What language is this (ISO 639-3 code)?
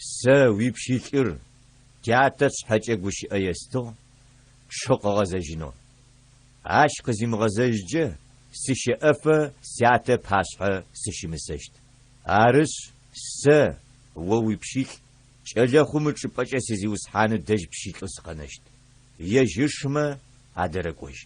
ady